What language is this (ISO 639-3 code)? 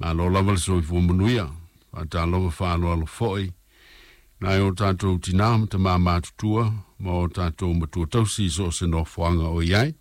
smo